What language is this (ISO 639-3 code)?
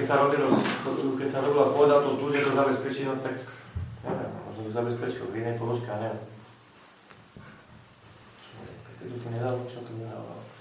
slk